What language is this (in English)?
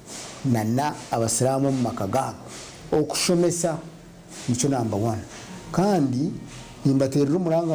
Nyankole